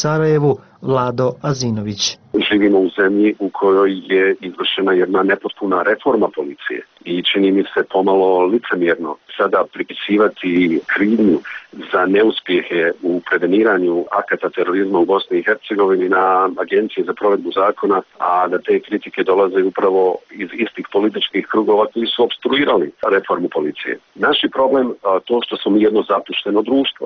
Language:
Bosnian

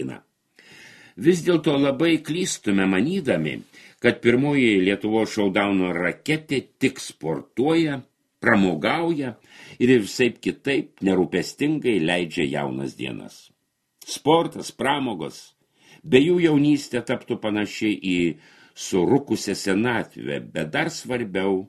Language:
Lithuanian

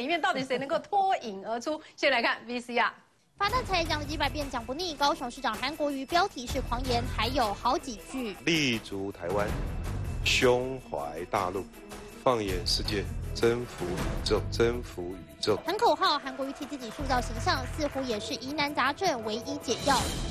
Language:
Chinese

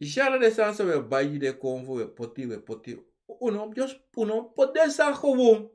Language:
Sranan Tongo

